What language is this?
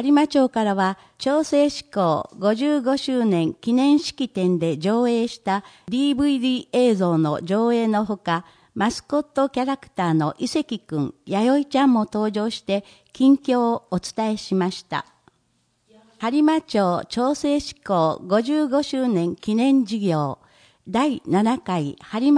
Japanese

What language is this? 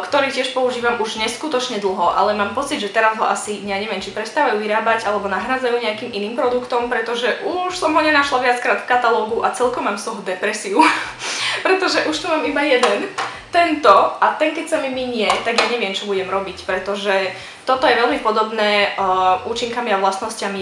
Slovak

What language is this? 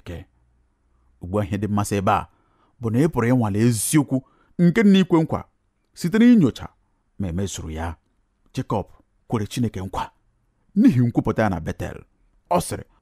Igbo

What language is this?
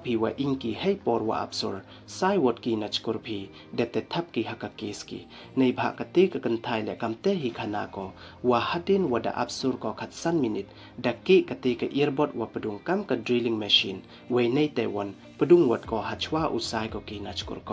Pnar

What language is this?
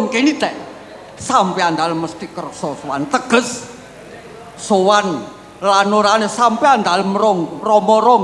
Javanese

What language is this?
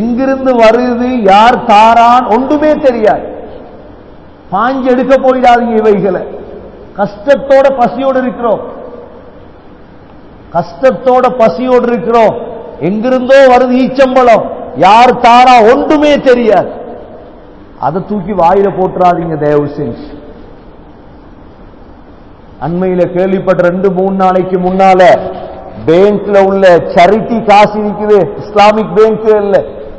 Tamil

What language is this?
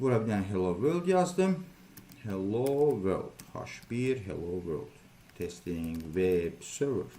Azerbaijani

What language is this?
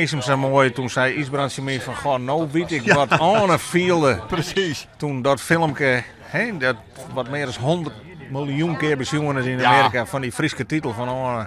Western Frisian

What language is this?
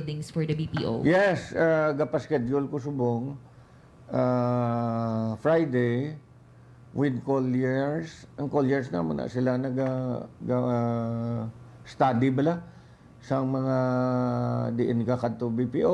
Hiligaynon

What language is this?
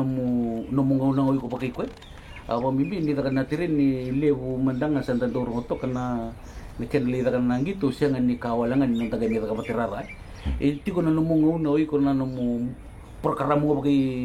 Fijian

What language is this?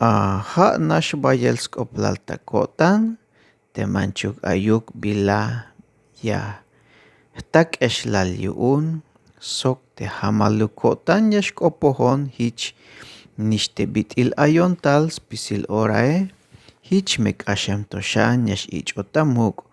Tzeltal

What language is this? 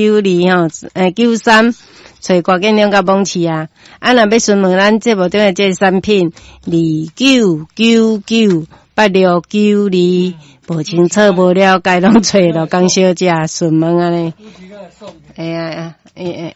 Min Nan Chinese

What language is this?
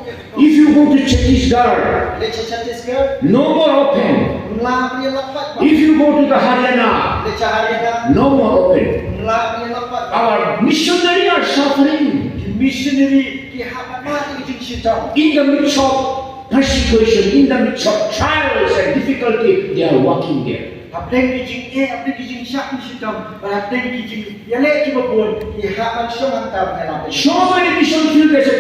Khasi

